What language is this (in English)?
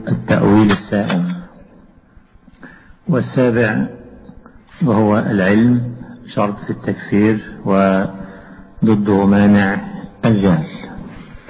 Arabic